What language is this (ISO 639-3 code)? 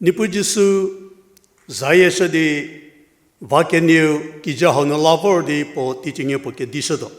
njm